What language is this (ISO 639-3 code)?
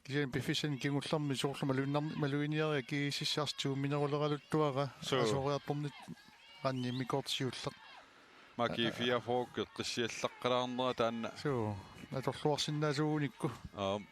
kal